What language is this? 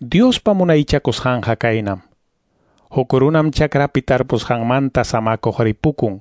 Quechua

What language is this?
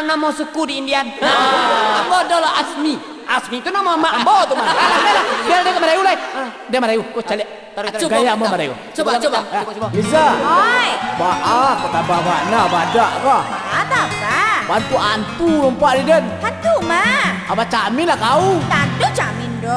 Minangkabau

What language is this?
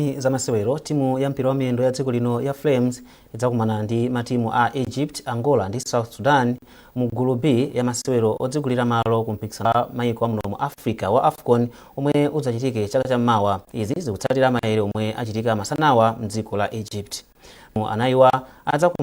Nyanja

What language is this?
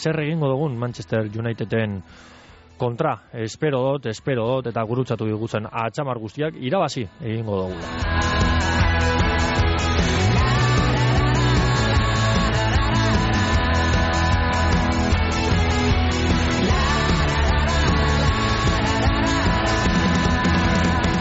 Basque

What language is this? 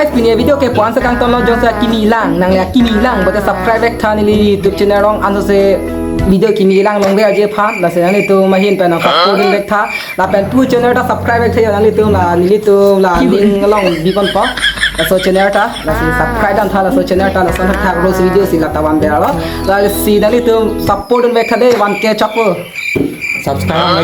Karbi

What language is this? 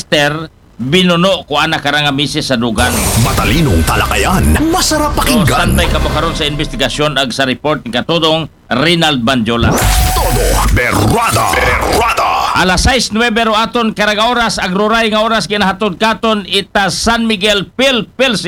Aklanon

